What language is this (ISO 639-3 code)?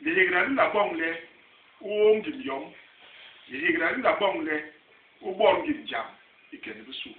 bas